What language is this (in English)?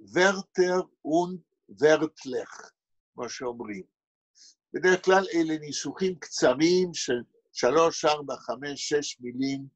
Yiddish